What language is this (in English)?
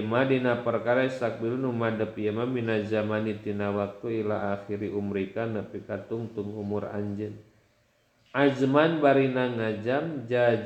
Sundanese